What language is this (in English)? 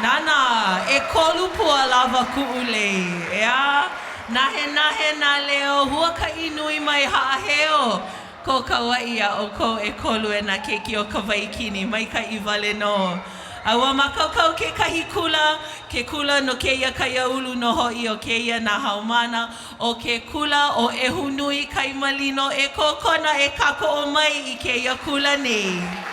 Hawaiian